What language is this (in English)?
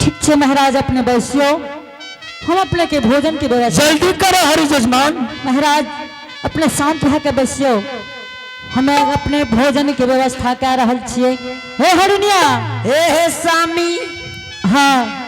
Angika